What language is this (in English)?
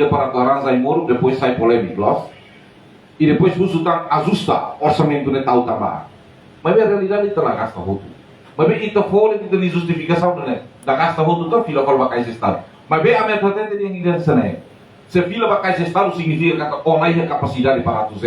Tetum